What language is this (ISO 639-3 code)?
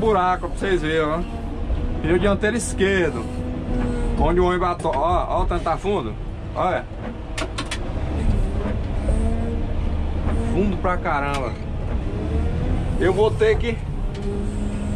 por